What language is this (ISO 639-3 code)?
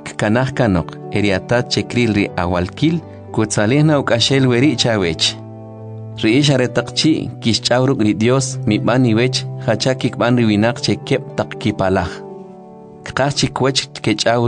quc